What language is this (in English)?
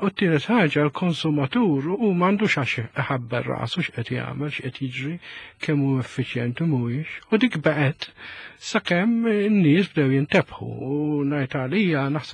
Maltese